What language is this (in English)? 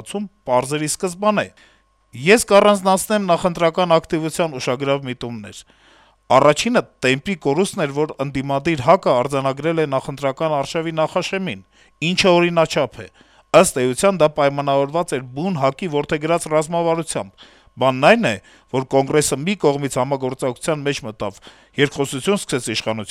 Armenian